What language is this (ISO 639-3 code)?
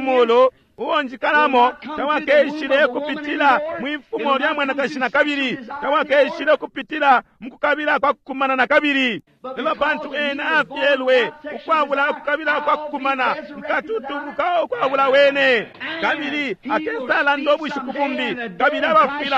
bem